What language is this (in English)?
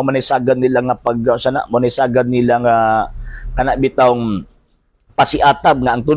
Cebuano